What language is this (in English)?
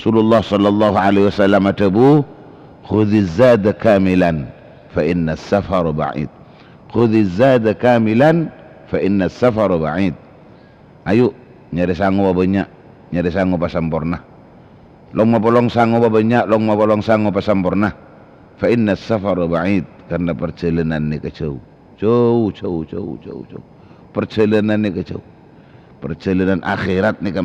Madurese